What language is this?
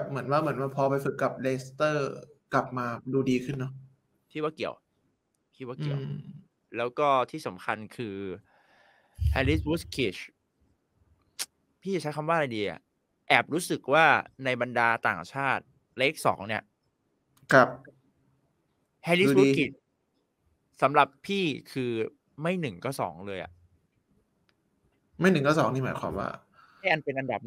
Thai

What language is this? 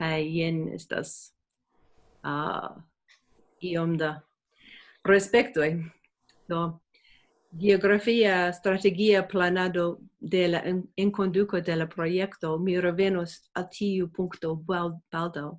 Esperanto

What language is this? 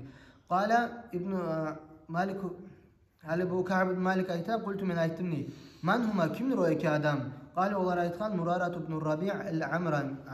Kumyk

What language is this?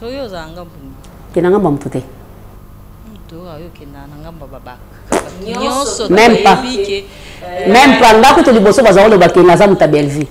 Lingala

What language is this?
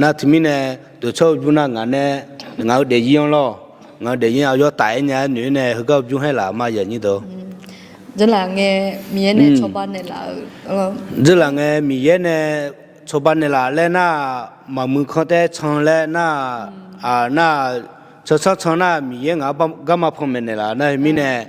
Akha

